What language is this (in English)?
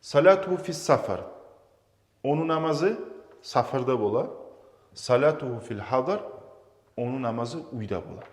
Kumyk